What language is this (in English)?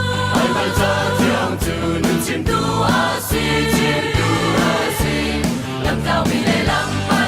Hakha Chin